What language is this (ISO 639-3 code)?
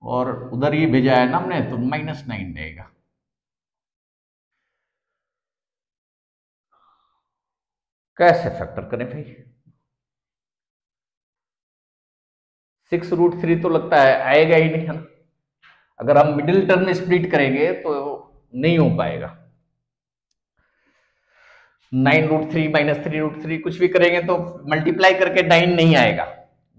hin